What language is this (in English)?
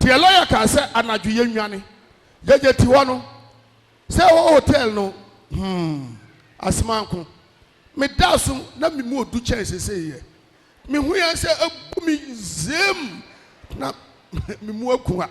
Akan